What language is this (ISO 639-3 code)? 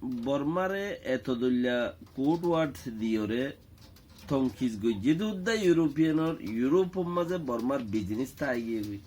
rhg